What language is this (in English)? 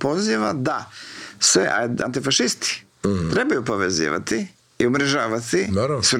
Croatian